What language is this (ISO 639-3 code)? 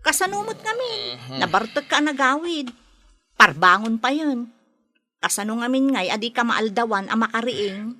ilo